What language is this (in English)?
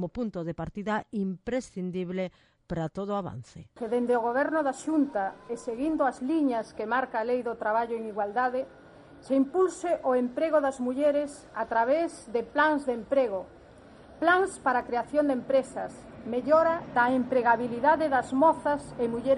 Galician